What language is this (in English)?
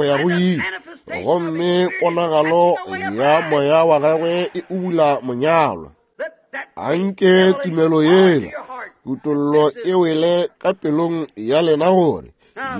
Northern Sotho